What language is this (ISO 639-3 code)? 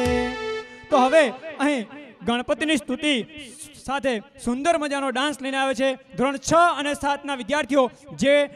guj